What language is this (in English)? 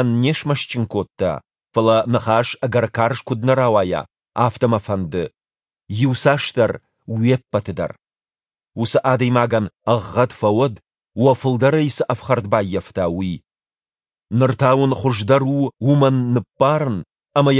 Ossetic